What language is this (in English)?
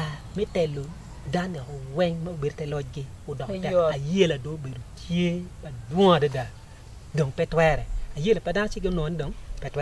Acoli